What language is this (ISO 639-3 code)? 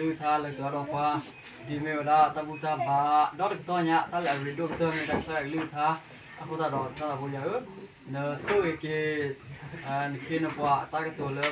ksw